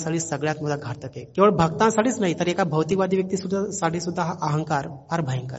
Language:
Marathi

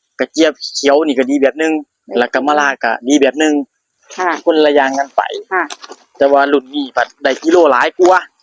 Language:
Northeastern Thai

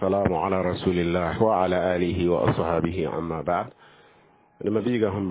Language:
Mossi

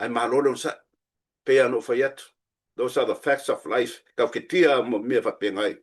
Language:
Samoan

